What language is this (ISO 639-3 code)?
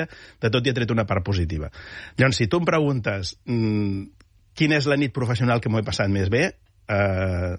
cat